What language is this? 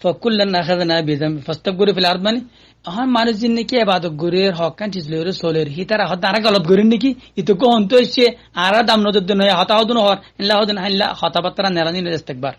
Rohingya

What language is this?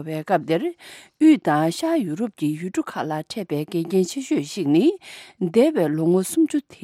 Tibetan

